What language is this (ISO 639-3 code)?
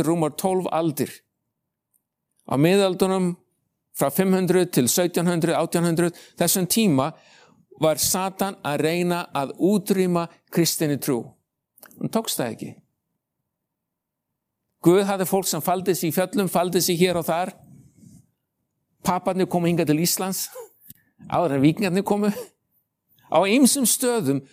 isl